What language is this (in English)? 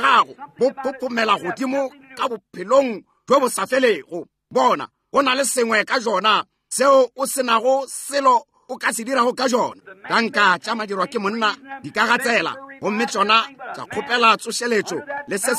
Northern Sotho